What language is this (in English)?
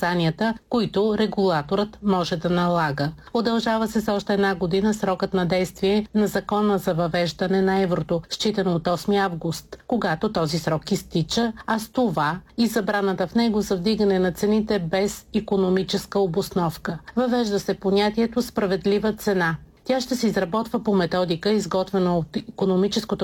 Bulgarian